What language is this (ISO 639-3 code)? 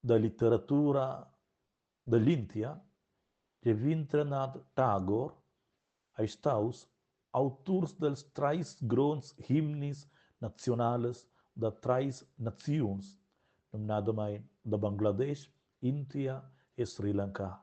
roh